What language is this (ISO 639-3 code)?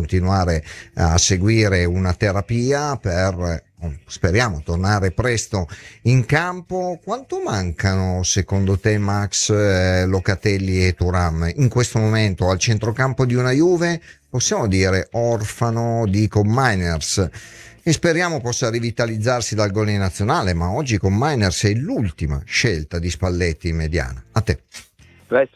ita